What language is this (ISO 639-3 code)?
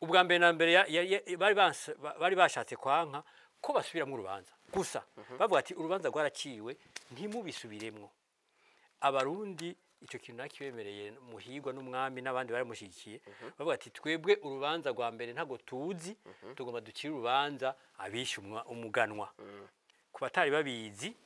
run